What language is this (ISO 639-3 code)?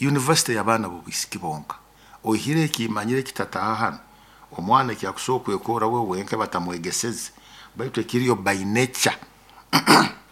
nyo